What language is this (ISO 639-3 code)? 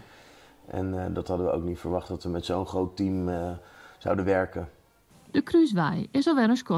fry